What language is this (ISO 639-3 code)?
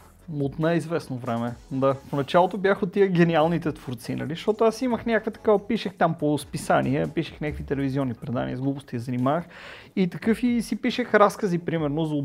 bul